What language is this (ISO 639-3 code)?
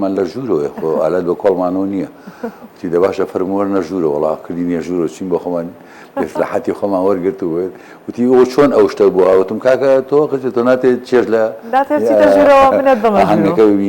ckb